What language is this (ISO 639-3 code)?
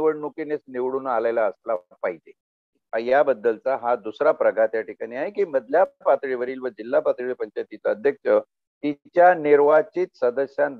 mar